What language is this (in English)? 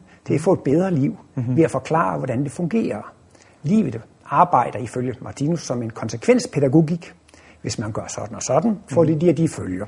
Danish